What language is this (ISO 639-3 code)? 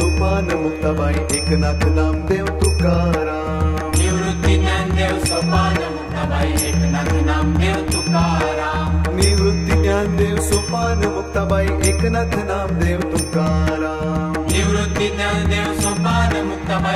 mar